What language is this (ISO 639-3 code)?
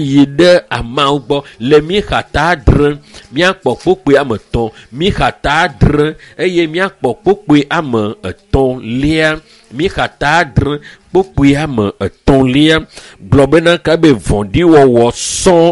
ewe